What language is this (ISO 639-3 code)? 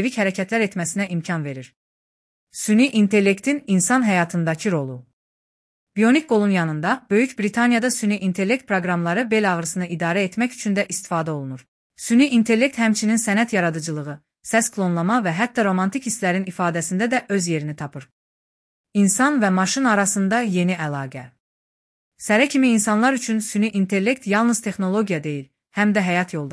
aze